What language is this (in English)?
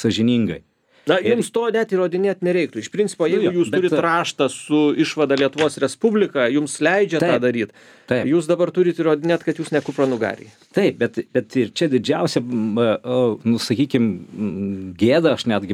Lithuanian